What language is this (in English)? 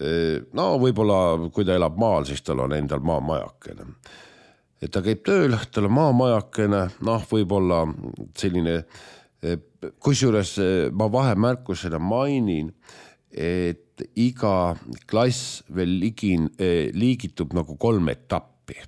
Estonian